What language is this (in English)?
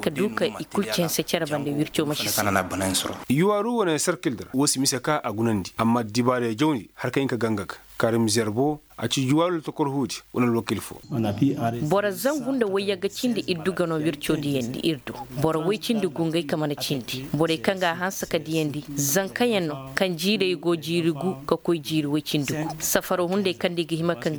Koyraboro Senni